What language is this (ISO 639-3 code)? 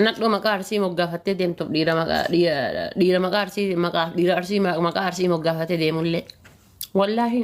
orm